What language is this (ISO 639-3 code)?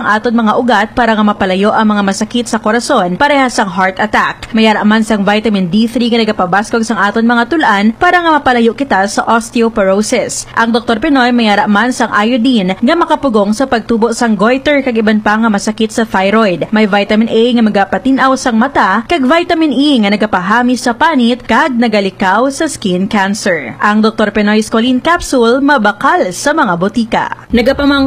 hil